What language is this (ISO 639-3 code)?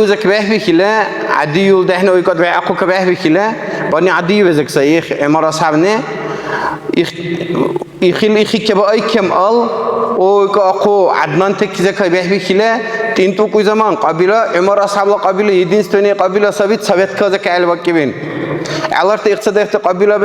dar